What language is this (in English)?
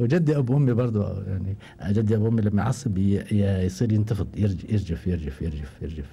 Gulf Arabic